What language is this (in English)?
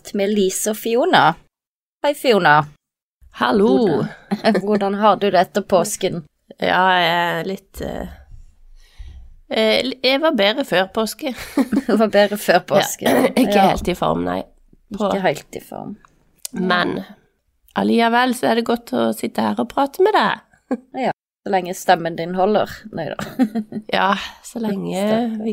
Norwegian